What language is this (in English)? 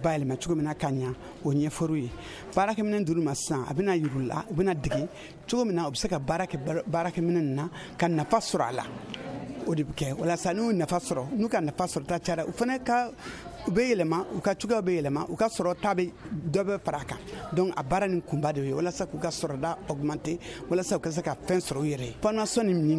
Bambara